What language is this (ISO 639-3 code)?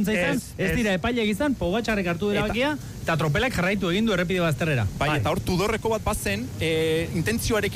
eus